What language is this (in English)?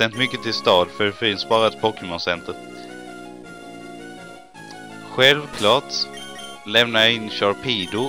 Swedish